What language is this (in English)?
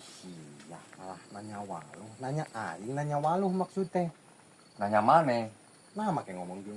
Sundanese